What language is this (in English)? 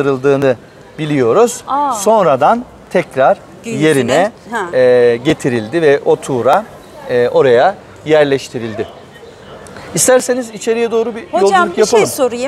Turkish